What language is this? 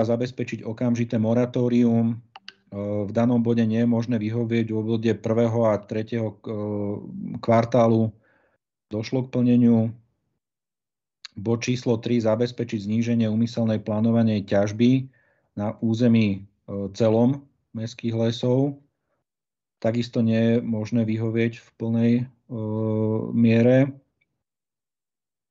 Slovak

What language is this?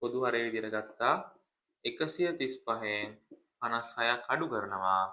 Sinhala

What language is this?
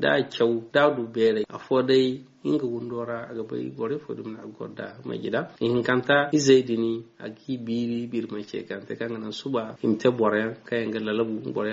Zarma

